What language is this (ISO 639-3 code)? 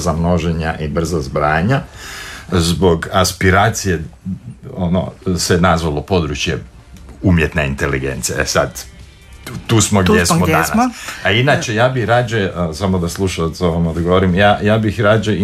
hrv